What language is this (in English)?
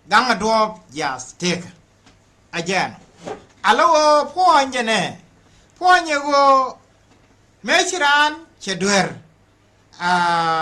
Nuer